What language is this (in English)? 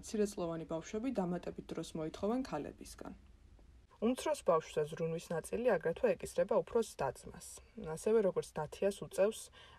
Georgian